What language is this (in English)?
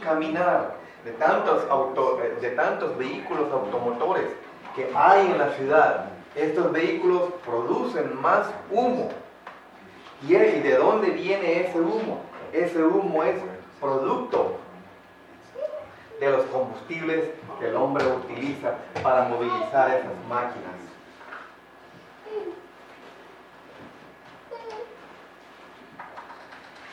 Spanish